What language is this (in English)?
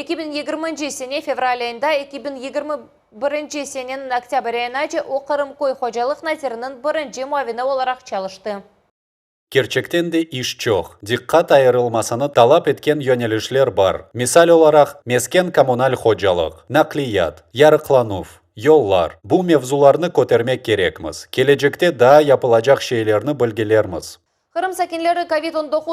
Crimean Tatar